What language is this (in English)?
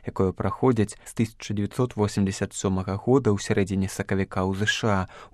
Belarusian